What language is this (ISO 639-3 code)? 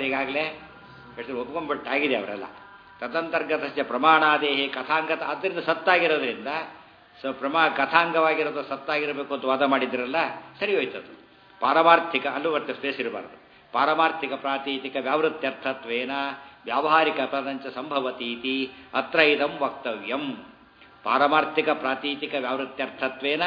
kan